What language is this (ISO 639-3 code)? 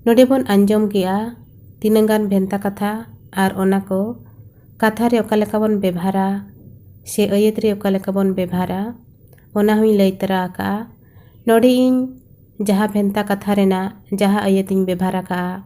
sat